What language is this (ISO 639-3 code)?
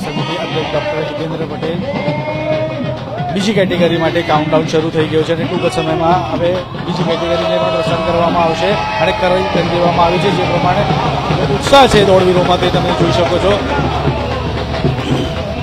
guj